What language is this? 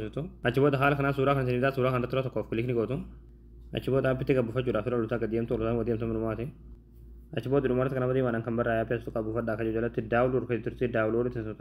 Oromo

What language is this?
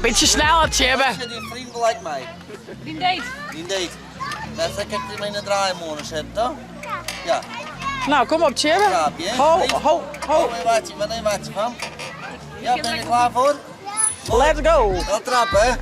Western Frisian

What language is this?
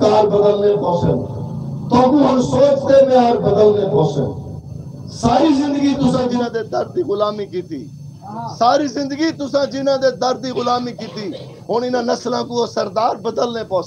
Saraiki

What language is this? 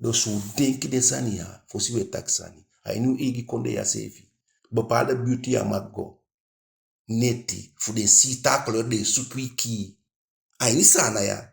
Eastern Maroon Creole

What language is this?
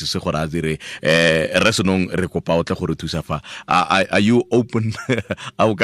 Tswana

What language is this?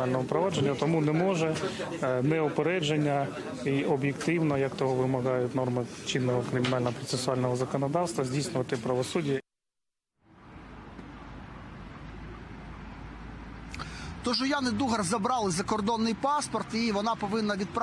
Ukrainian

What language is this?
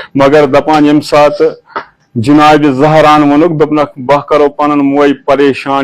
Kashmiri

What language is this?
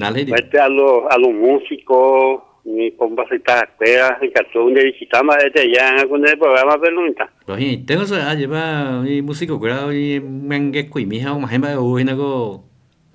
Guarani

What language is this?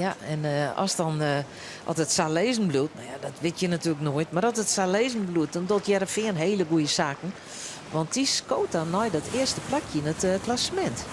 Western Frisian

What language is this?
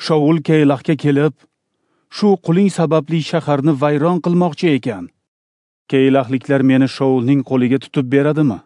Uzbek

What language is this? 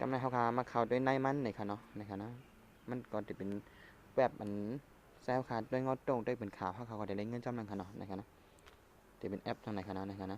Shan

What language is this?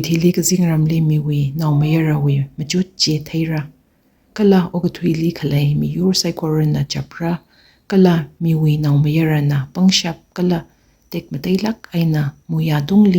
Tangkhul Naga (India)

